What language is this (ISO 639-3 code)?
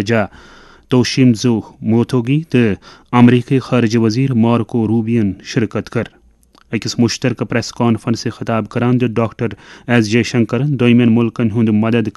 kas